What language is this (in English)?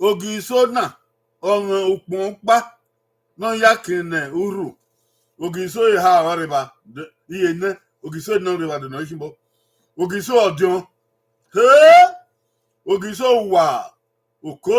Bini